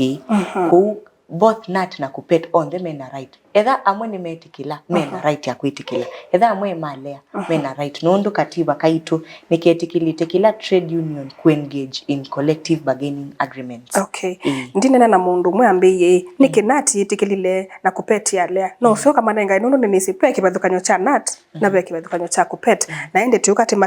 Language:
Kamba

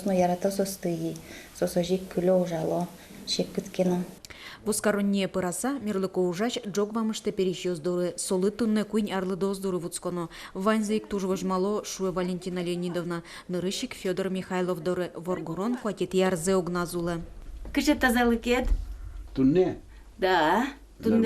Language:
Udmurt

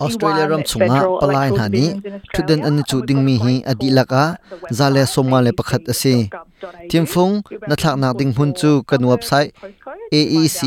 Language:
Hakha Chin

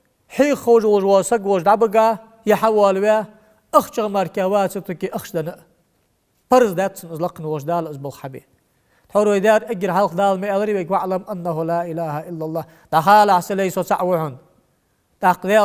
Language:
Ingush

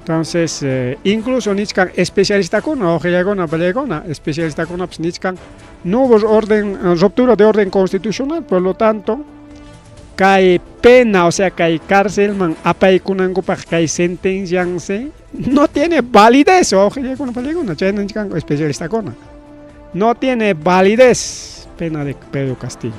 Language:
Ayacucho Quechua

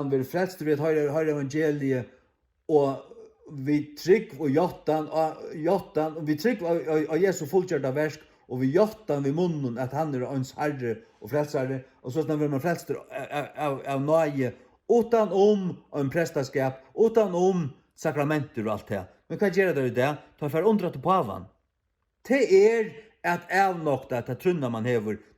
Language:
Faroese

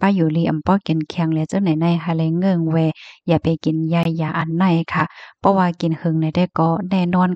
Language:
Shan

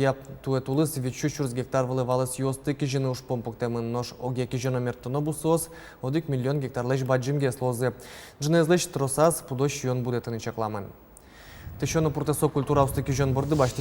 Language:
Udmurt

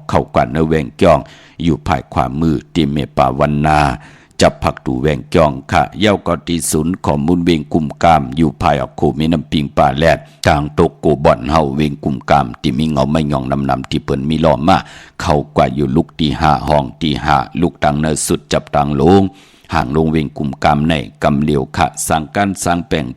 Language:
Shan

